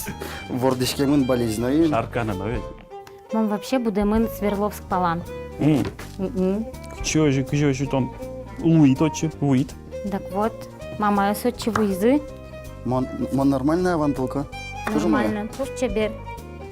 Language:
Udmurt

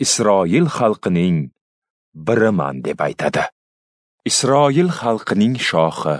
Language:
Uzbek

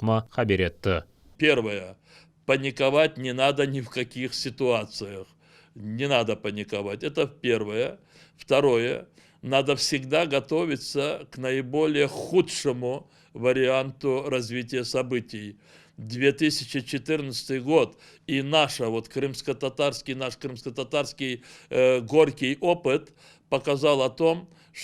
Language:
Crimean Tatar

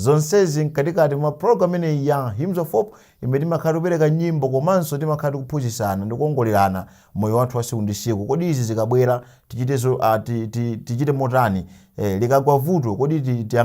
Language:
Nyanja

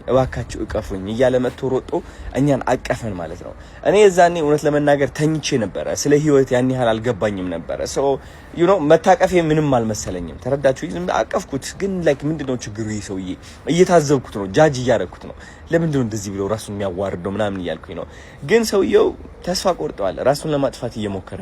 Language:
Amharic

